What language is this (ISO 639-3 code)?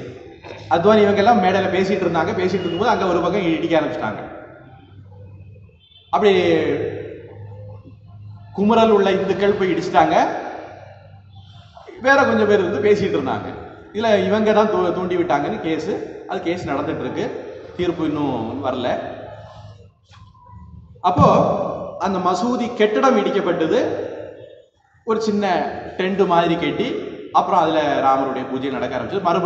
tam